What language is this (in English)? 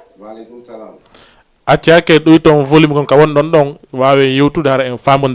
Fula